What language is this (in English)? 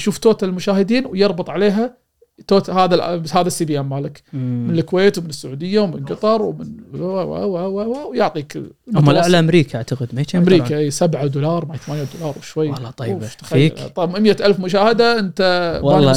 Gulf Arabic